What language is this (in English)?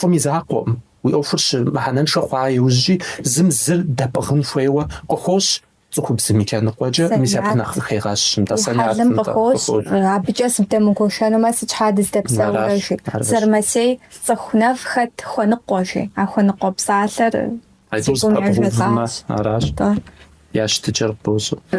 Kabardian